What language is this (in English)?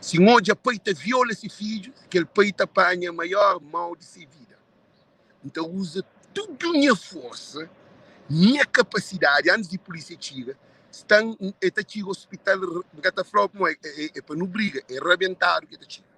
Kabuverdianu